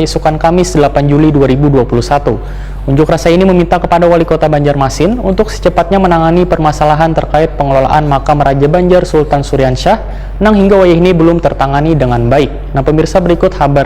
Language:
Banjar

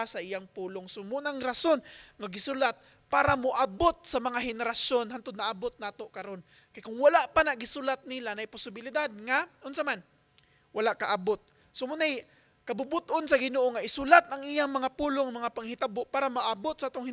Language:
Cebuano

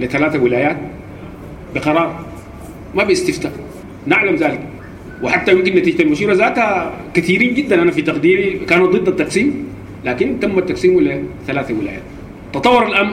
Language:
Sudanese Arabic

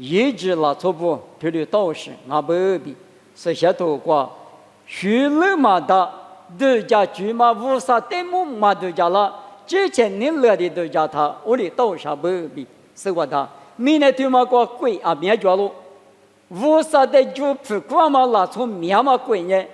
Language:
Lisu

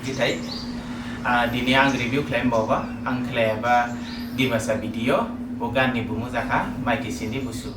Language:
Dimasa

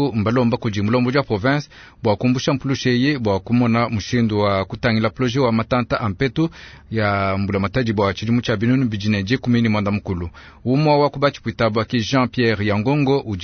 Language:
Luba-Lulua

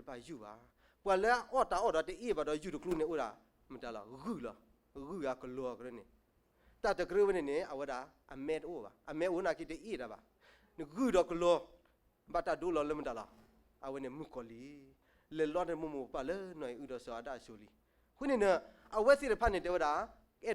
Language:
S'gaw Karen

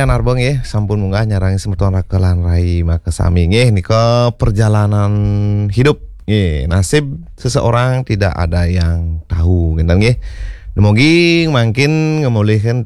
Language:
Balinese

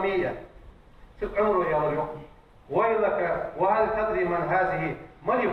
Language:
Ingush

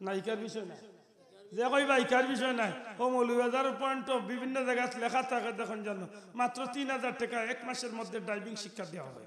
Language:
Sylheti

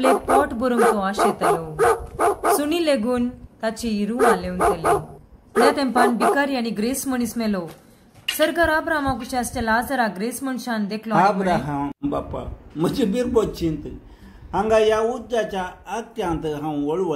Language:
Konkani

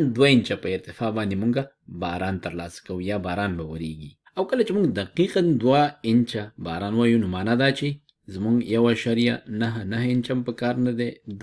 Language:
Pashto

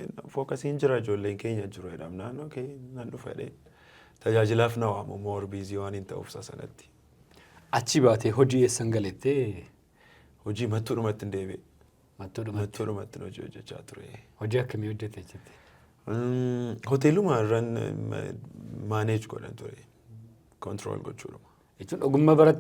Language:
Oromo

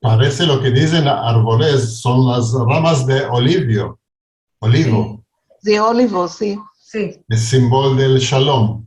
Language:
Ladino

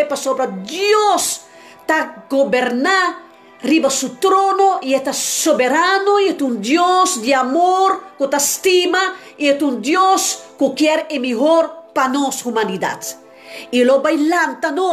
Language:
Papiamento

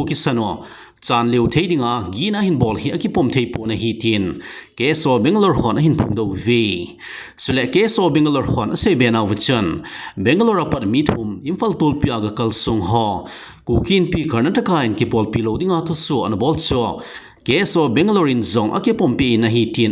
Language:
Thado Chin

